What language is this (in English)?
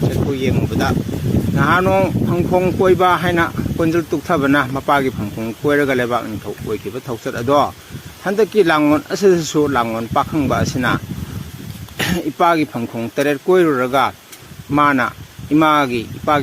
Manipuri